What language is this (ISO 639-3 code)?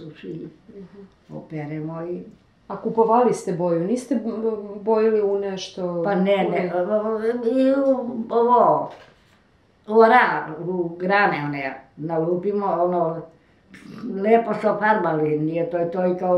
srp